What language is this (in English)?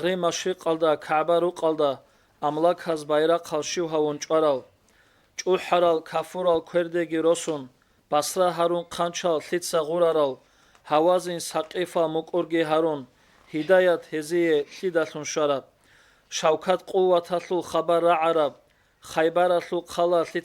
Avaric